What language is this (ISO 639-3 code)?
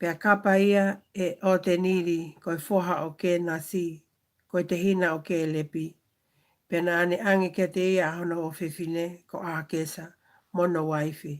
ton